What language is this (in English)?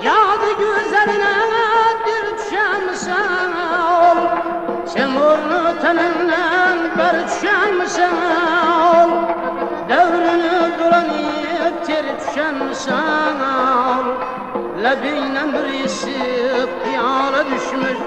Kara-Kalpak